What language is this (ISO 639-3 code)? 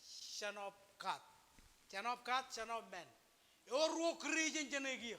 mah